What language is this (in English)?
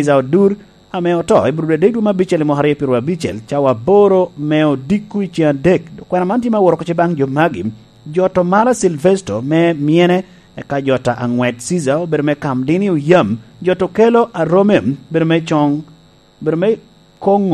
Lango (Uganda)